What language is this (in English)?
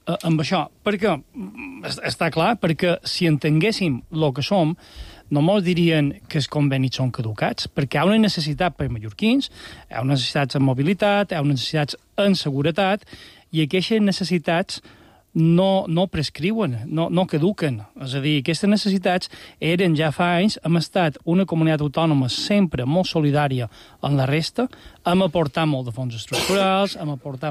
Catalan